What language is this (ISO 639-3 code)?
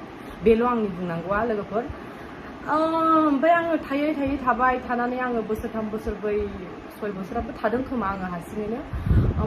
brx